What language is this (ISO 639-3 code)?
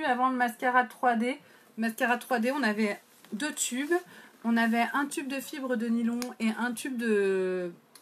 fra